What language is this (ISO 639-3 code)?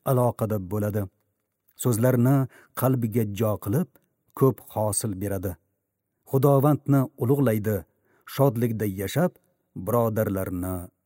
uzb